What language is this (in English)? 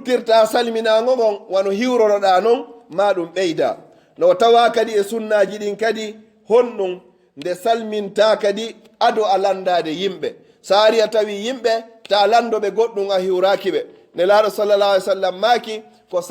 Pular